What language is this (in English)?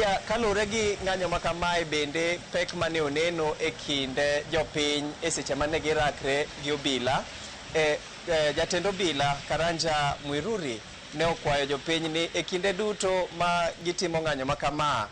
Luo (Kenya and Tanzania)